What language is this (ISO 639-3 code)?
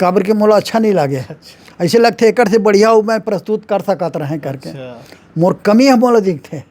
hne